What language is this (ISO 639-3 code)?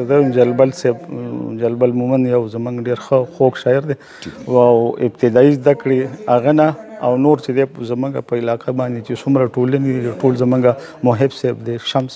pus